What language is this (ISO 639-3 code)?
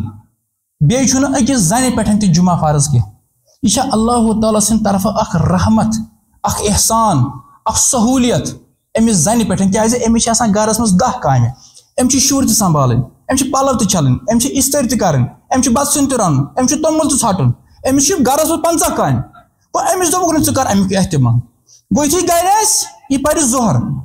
kas